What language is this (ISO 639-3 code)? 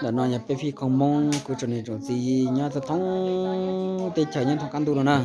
hmn